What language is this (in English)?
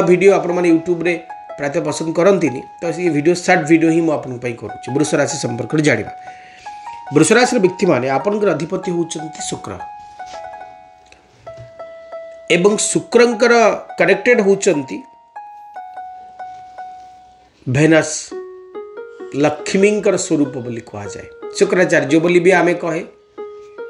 Odia